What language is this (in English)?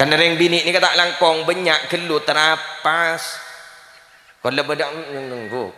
Madurese